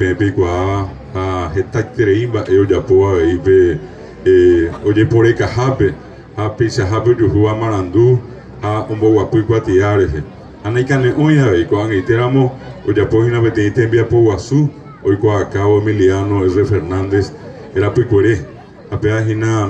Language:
Guarani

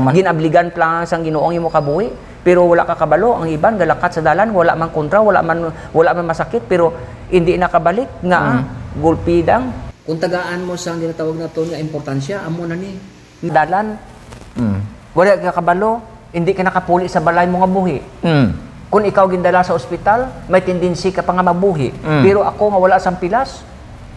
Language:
Hiligaynon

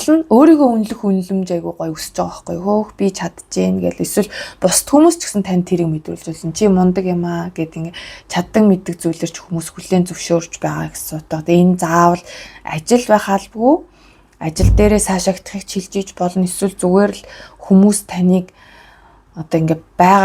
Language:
Mongolian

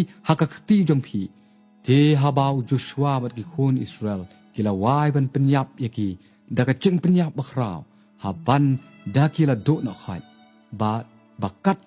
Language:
Khasi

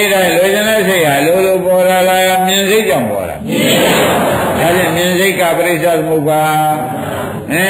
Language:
Burmese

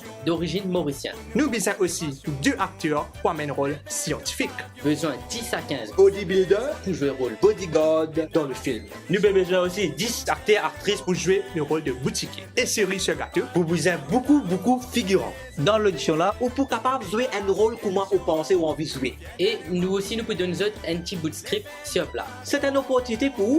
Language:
Morisyen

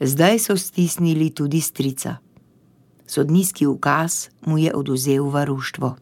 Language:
Slovenian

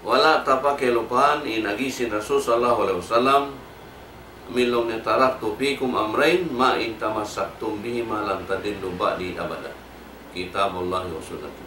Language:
Tausug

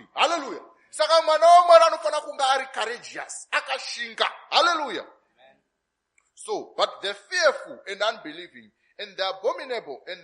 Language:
Shona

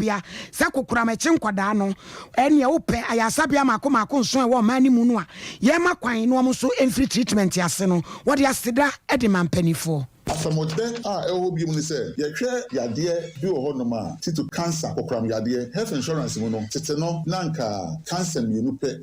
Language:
Akan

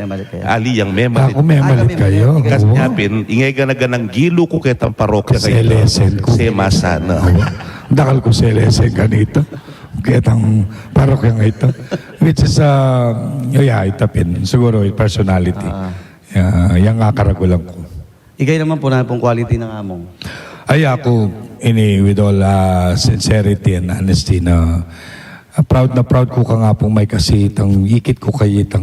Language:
Pampanga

